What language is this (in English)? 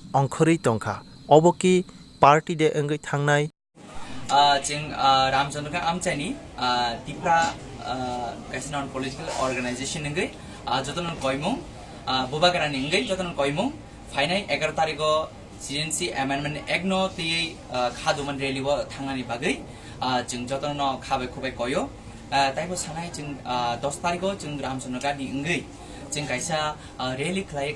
Kok Borok